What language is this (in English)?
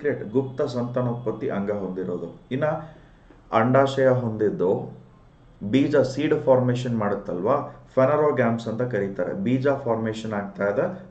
Kannada